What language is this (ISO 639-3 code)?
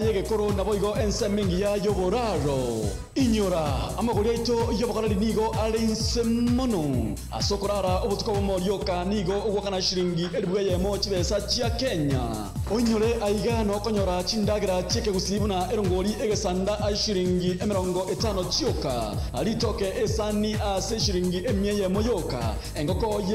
guz